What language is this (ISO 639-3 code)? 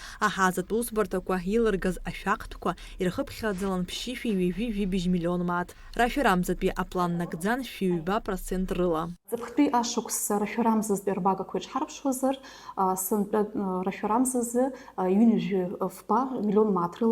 abk